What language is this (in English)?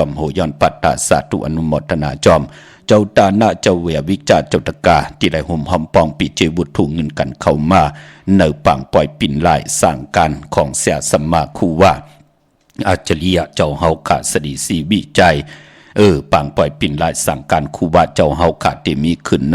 Shan